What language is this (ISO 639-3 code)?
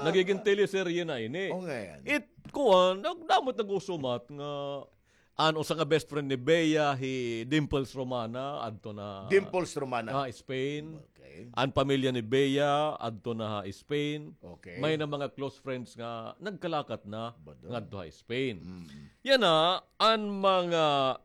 war